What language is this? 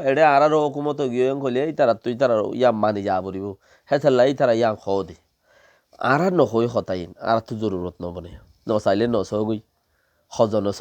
Rohingya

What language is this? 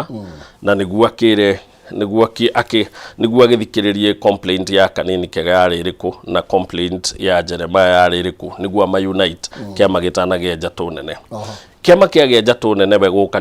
Kikuyu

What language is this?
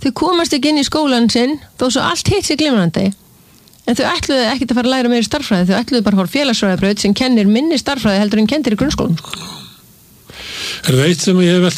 Icelandic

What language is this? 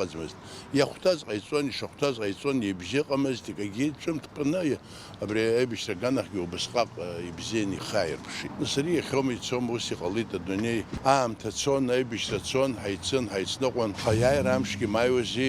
Abkhazian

